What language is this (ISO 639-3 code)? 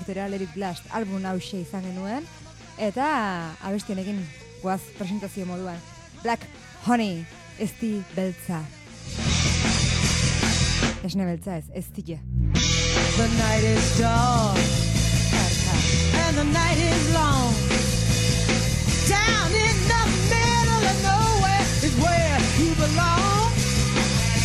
eus